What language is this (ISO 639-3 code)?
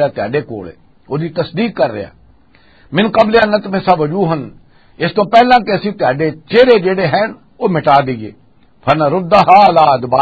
lah